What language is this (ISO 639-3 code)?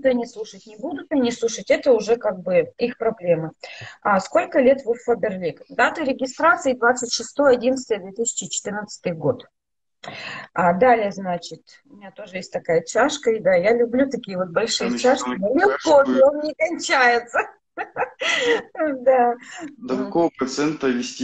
rus